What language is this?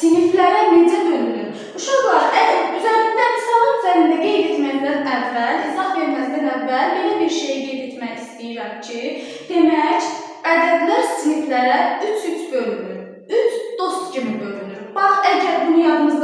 Azerbaijani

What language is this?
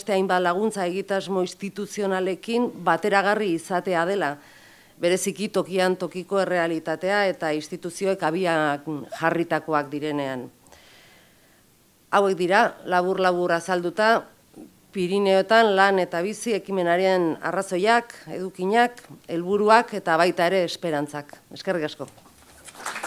Basque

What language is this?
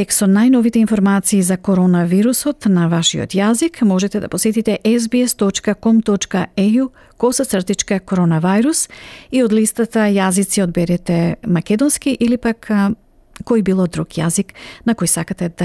Macedonian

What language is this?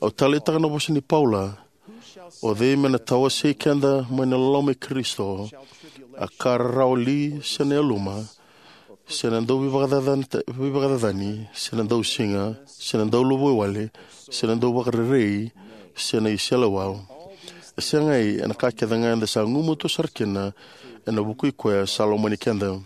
Fijian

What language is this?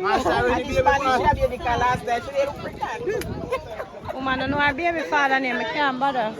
Jamaican Creole English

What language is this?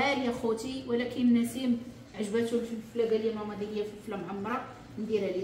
Moroccan Arabic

